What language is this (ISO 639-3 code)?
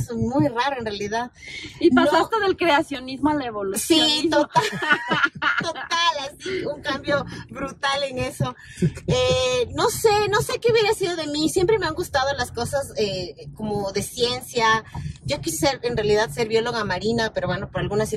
spa